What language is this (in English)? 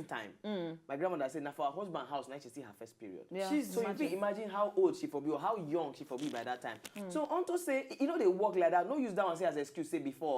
Nigerian Pidgin